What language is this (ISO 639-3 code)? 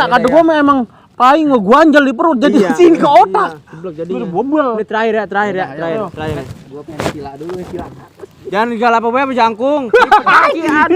bew